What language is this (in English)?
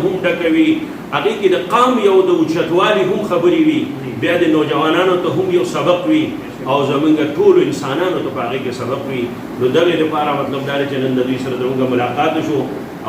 Pashto